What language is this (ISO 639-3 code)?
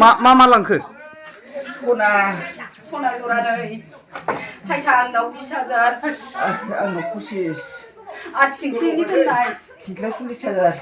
brx